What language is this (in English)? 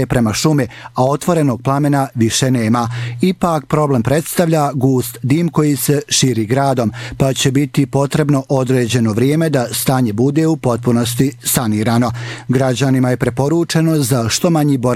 Bosnian